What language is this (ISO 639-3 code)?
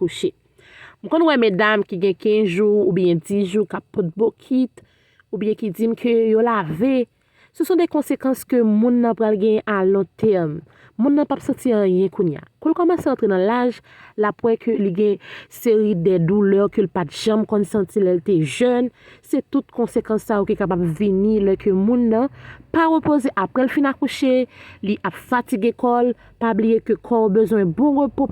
hat